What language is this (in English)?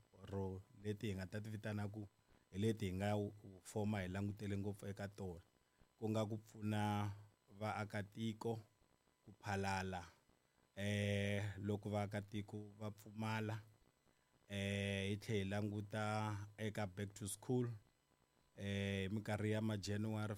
Tsonga